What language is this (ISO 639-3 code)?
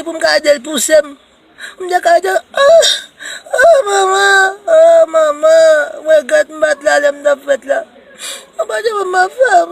hat